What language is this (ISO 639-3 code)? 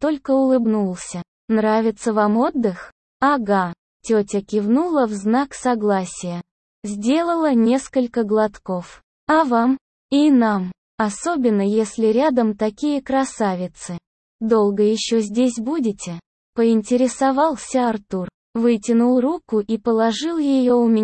rus